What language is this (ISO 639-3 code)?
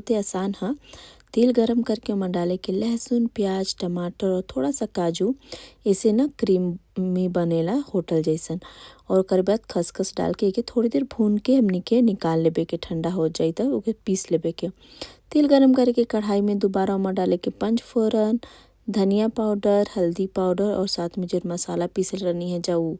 bho